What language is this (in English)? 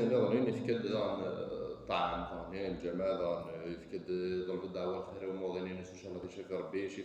Kabyle